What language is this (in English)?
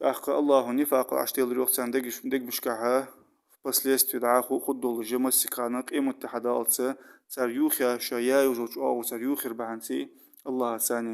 Ingush